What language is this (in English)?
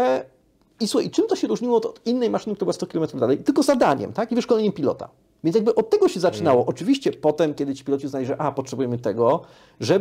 Polish